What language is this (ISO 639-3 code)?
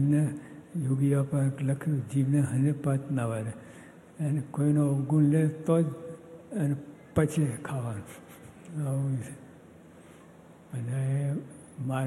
guj